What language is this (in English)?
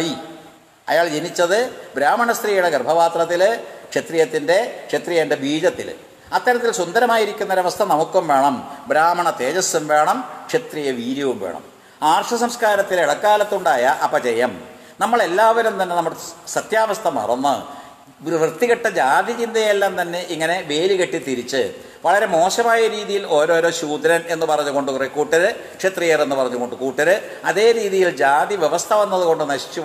Malayalam